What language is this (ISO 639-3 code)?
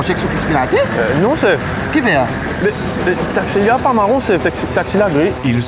mfe